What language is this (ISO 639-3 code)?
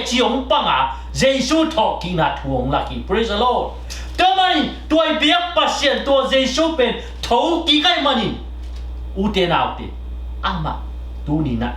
ctd